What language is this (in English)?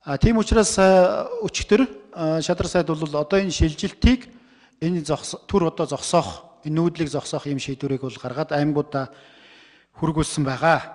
Mongolian